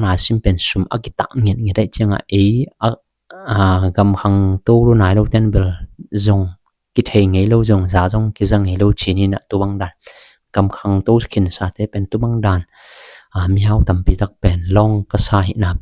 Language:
Tedim Chin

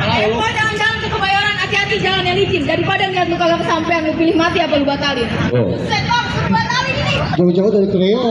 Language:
Betawi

